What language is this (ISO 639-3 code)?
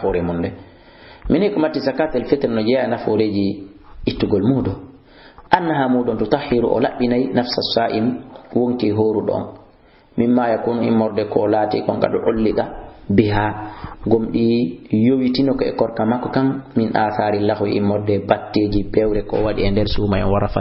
ful